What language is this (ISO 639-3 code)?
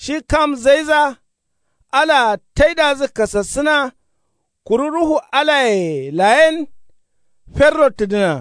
kau